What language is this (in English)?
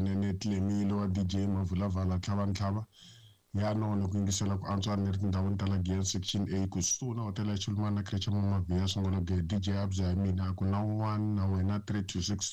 Tsonga